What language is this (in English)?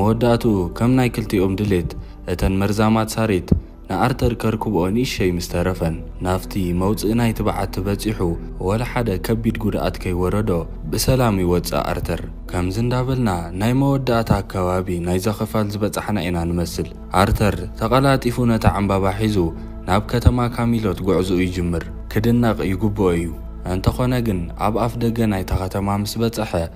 Tigrinya